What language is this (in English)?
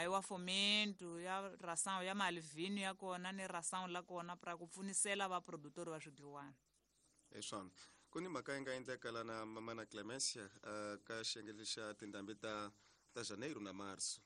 Tsonga